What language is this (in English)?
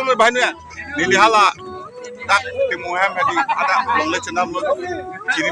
Karbi